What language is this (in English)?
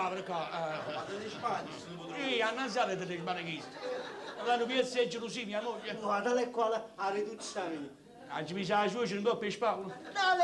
Neapolitan